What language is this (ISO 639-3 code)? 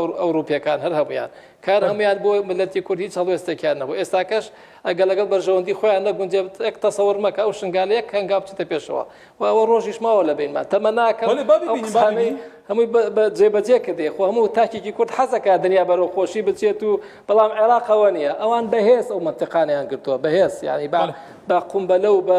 ckb